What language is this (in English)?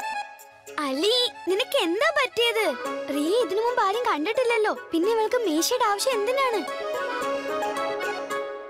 Malayalam